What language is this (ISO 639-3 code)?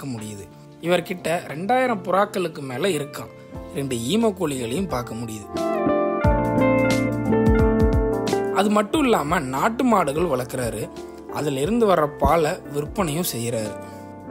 tam